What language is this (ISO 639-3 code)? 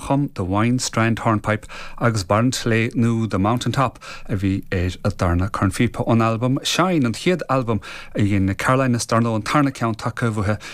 gle